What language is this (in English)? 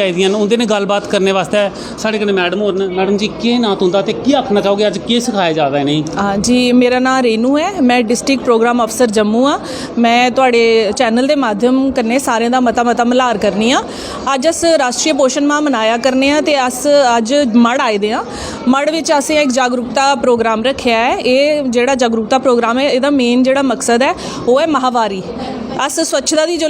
Dogri